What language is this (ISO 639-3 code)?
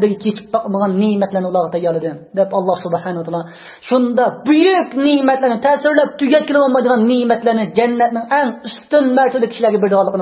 uig